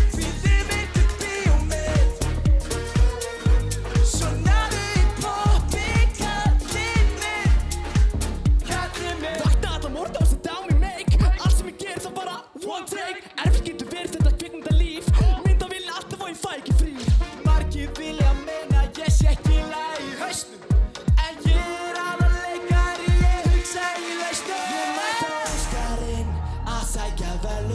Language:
Icelandic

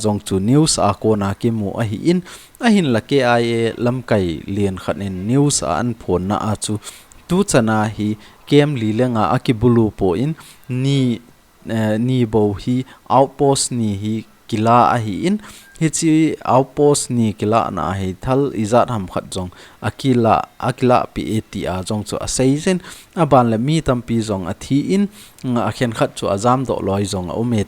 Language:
Thado Chin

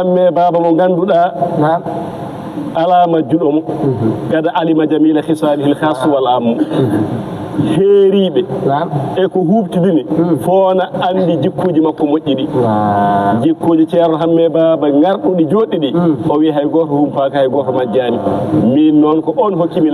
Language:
Fula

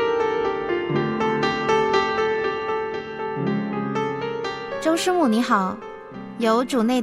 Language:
Chinese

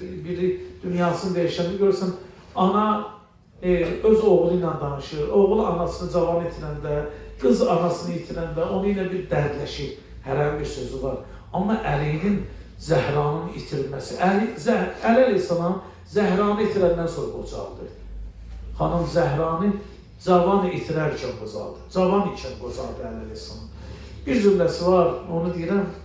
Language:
Azerbaijani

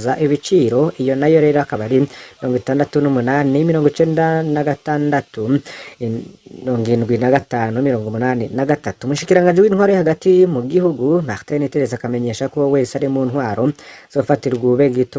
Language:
Rundi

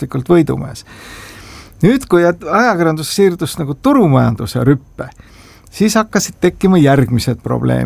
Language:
Estonian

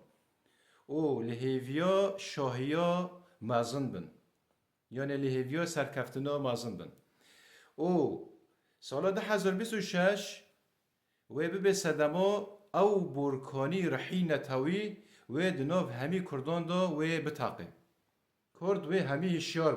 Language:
Kurdish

